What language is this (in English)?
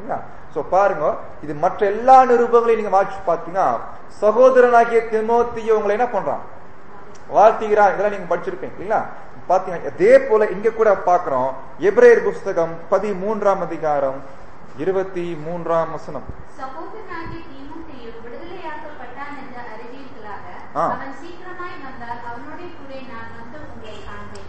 Tamil